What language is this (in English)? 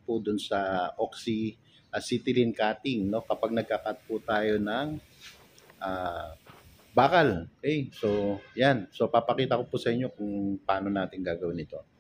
Filipino